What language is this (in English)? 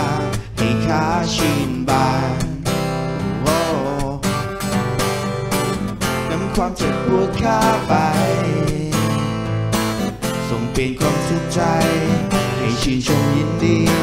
Thai